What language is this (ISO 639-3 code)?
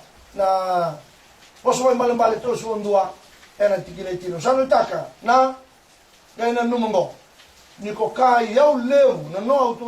fij